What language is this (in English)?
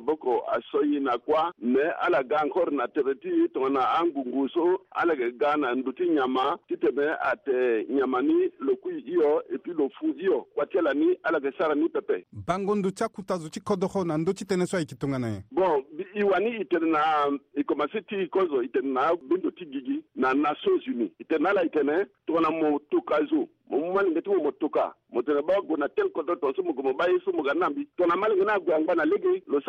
Sango